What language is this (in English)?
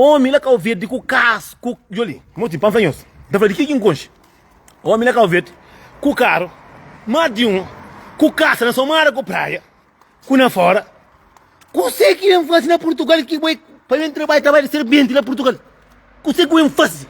Kabuverdianu